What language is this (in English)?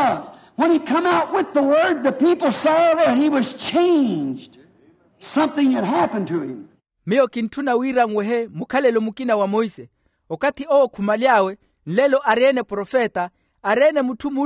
Makhuwa